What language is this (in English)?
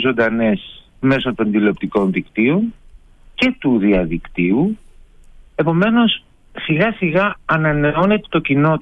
Greek